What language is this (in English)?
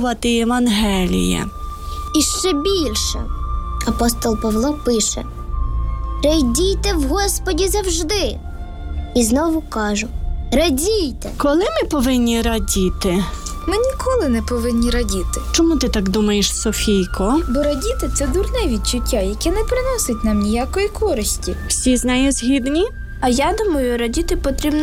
Ukrainian